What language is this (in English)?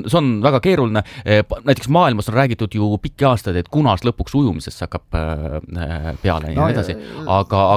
Estonian